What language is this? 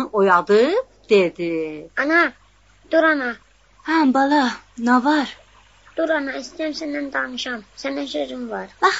South Azerbaijani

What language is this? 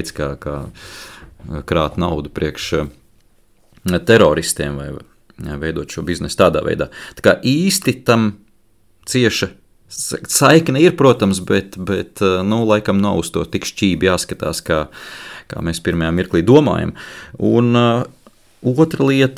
Latvian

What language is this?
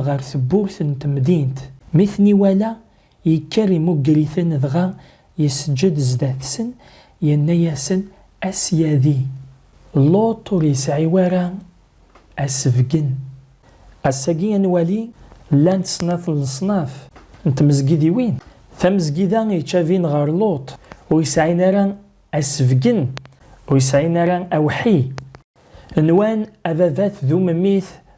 Kabyle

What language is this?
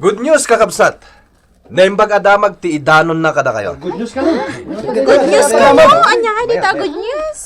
Iloko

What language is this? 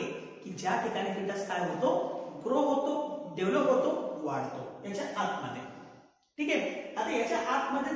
Marathi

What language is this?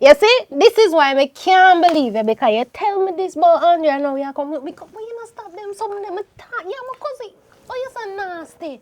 Jamaican Creole English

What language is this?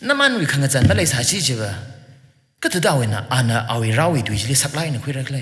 Tangkhul Naga (India)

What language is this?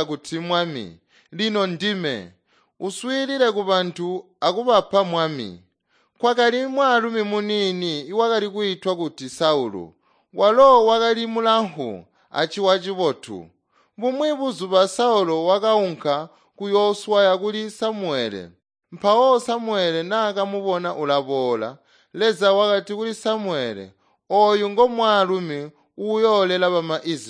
Tonga (Zambia)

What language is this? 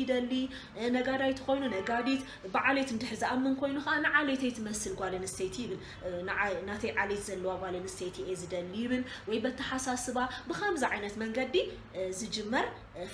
Tigrinya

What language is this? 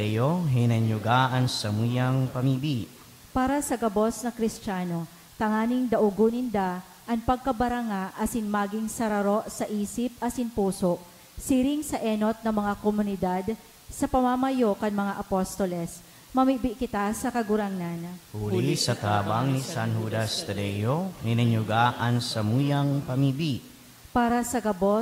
Bikol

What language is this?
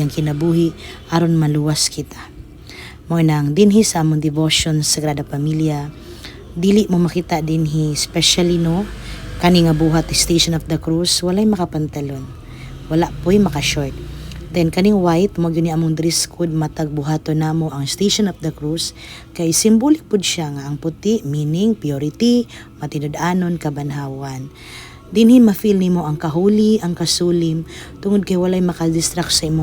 Cebuano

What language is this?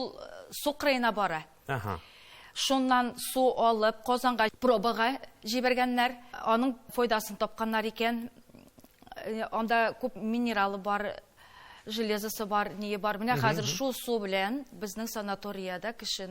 Tatar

